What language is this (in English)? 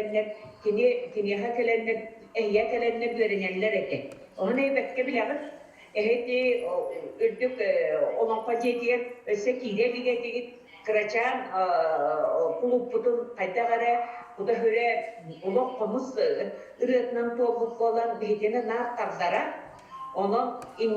Yakut